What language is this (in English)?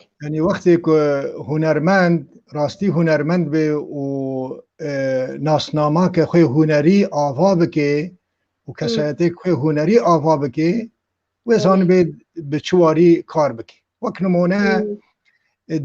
Kurdish